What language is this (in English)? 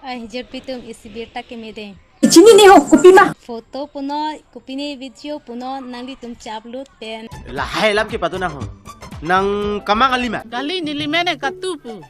Karbi